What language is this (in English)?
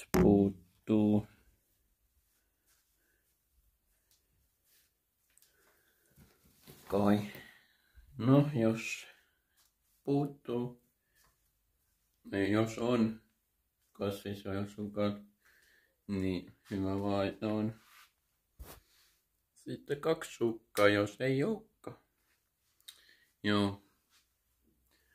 Finnish